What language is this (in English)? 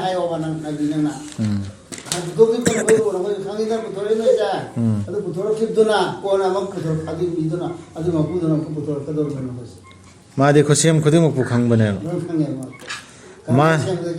Manipuri